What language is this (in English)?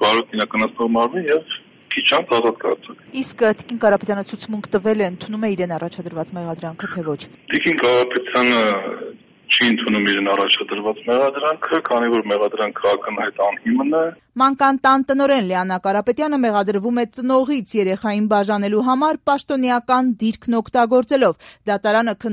Armenian